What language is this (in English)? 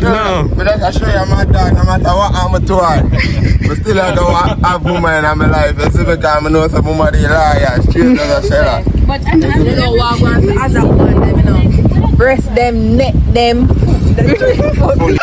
Jamaican Creole English